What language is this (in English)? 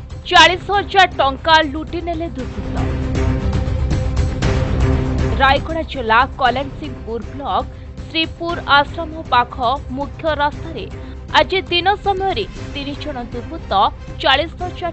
Odia